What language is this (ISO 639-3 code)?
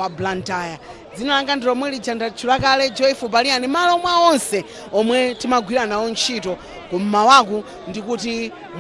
nya